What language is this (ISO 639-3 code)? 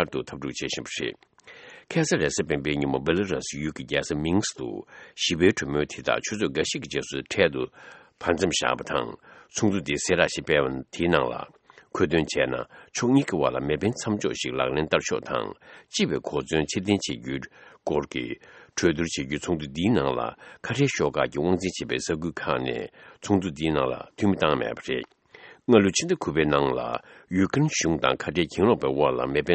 bod